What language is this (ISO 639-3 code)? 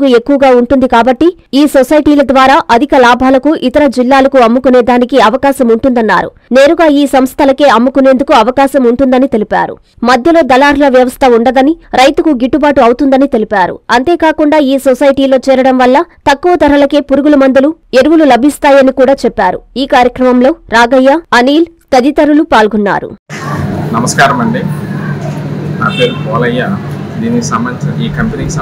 tel